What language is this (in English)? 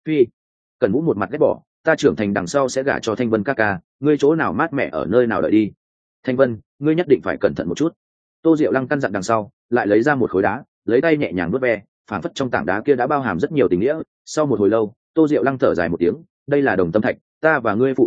Vietnamese